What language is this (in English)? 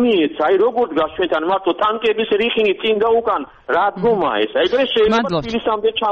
Georgian